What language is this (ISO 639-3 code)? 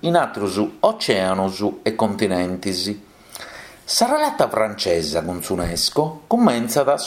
srd